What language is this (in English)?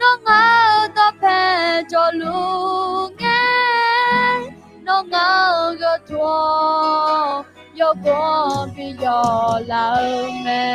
Akha